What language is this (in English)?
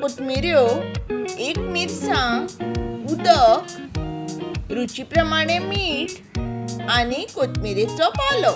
Konkani